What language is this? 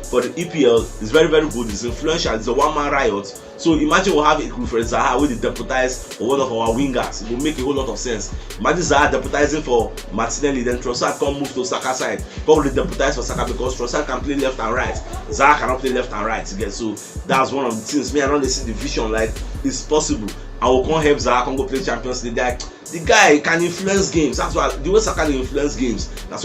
Nigerian Pidgin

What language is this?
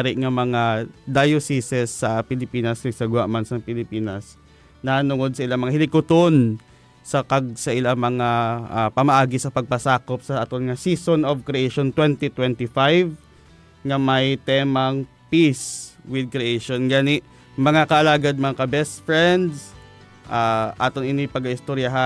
Hiligaynon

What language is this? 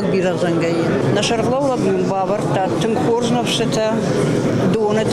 Ossetic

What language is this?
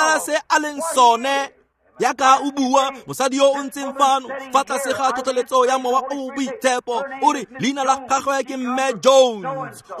Tswana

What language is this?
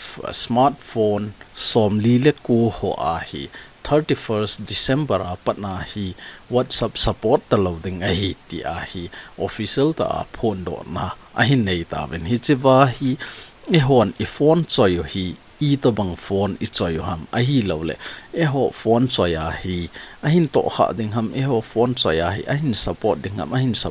Thado Chin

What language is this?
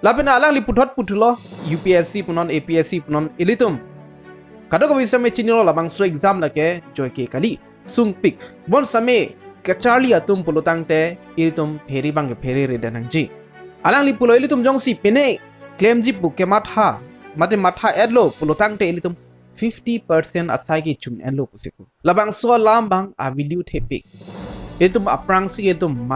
Karbi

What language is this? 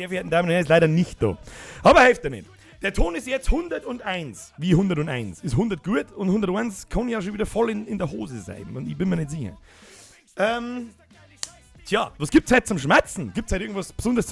Bavarian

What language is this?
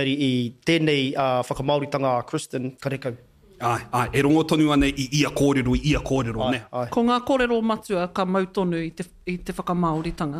Māori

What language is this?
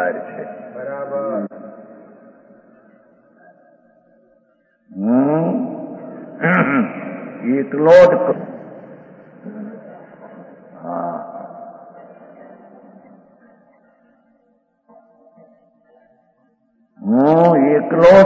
Gujarati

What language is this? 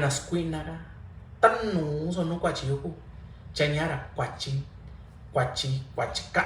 Mixtepec Mixtec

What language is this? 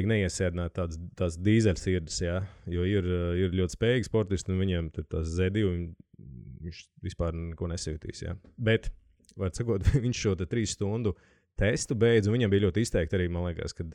Latvian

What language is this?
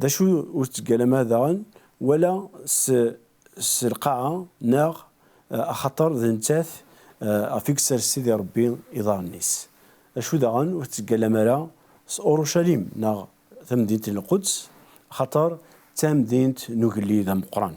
Kabyle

